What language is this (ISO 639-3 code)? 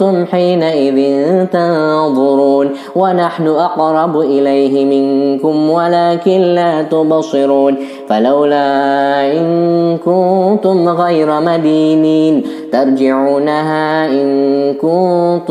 ara